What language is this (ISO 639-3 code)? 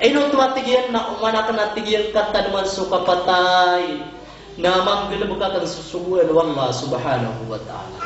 mrw